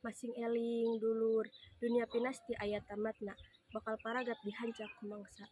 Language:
Sundanese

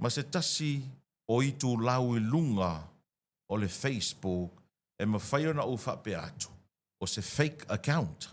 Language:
Samoan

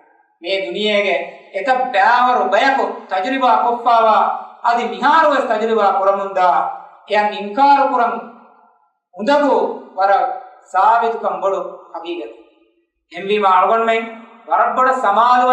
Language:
Divehi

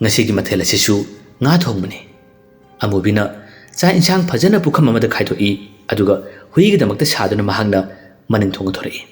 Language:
Manipuri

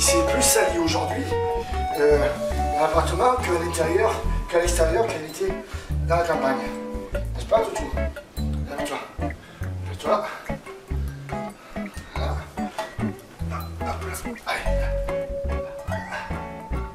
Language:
French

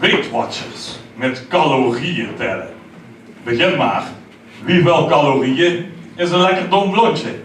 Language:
Limburgish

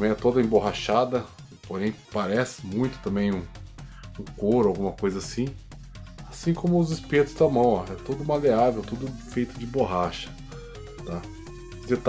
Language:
Portuguese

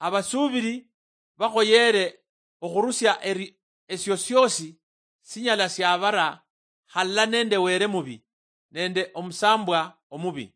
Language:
Luyia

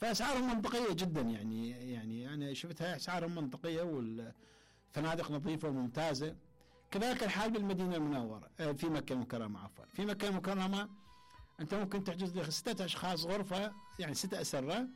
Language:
Mesopotamian Arabic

